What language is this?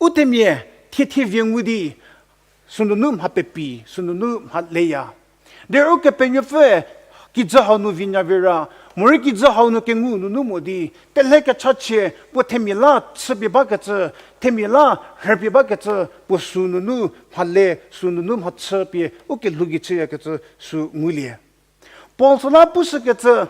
Angami Naga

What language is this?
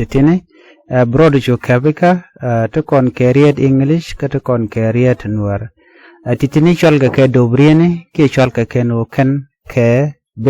Nuer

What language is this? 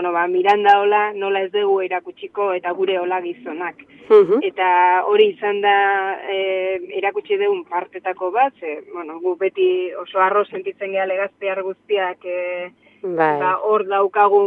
Basque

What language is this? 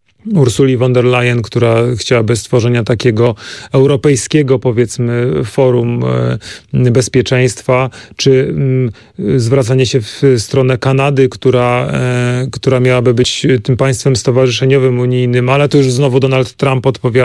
Polish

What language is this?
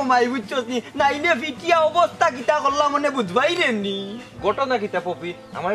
Sylheti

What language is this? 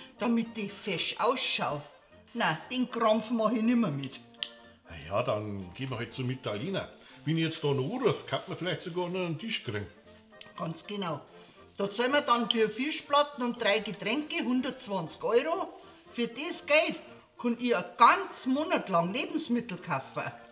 Bavarian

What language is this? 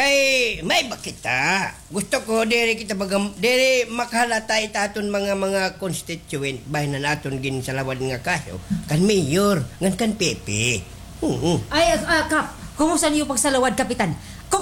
Waray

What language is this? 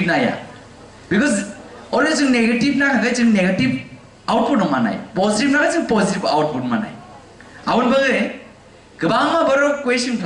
Kok Borok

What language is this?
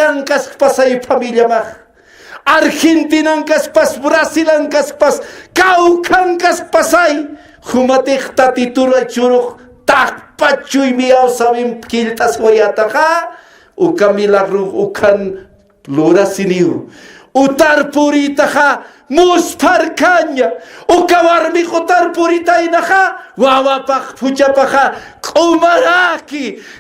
Aymara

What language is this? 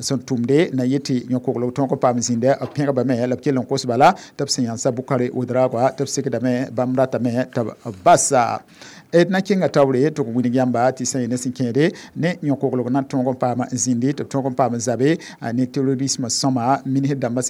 Mossi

